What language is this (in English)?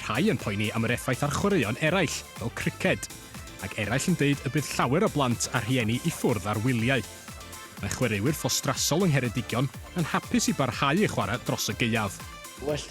Welsh